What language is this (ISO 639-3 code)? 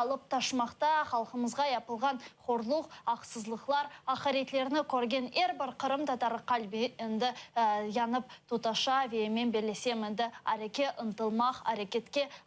crh